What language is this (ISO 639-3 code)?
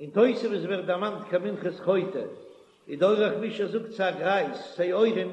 yid